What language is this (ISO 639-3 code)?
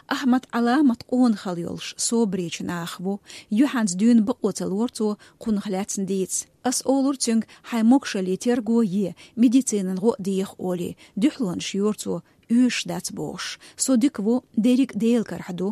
che